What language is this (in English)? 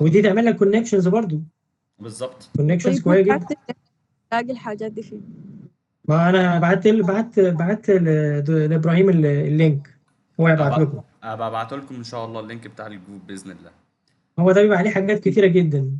Egyptian Arabic